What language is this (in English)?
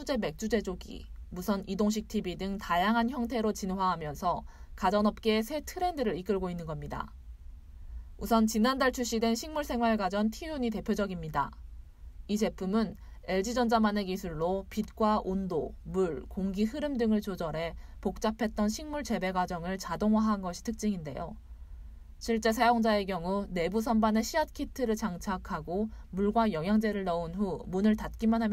Korean